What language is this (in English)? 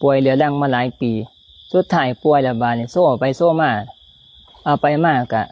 Lao